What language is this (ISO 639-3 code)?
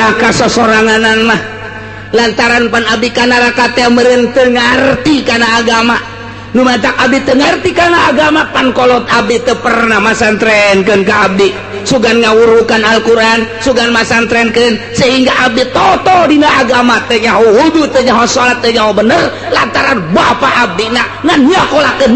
sun